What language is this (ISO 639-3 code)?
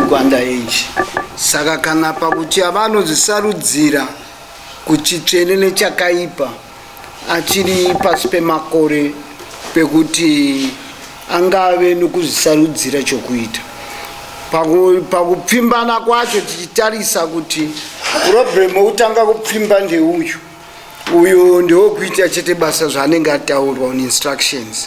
sna